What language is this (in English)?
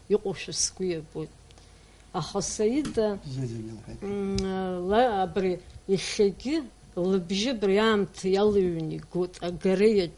Abkhazian